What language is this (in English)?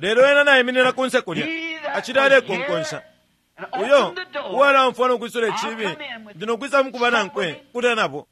Bemba